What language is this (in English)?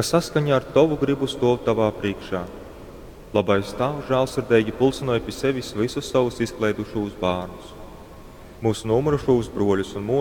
Latgalian